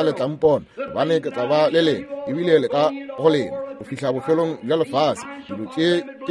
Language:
Northern Sotho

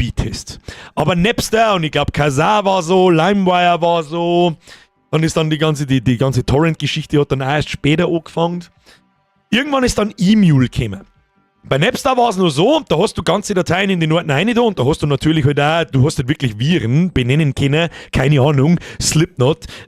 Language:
Bavarian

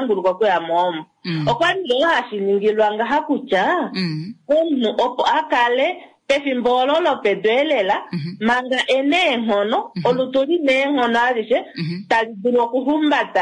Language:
Kuanyama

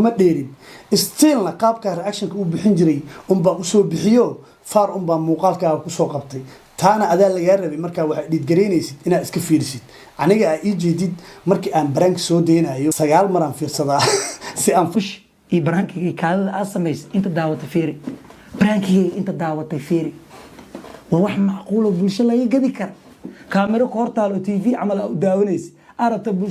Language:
Somali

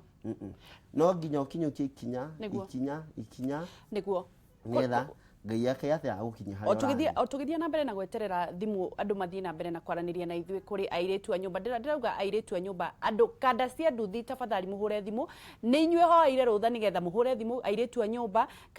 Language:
Kikuyu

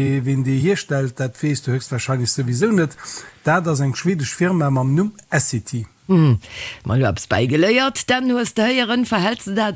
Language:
Luxembourgish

